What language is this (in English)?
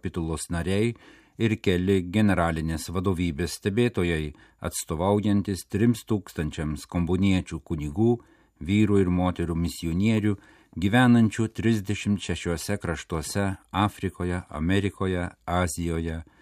Lithuanian